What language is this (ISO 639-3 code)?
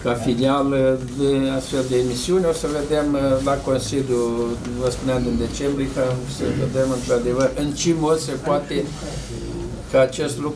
ron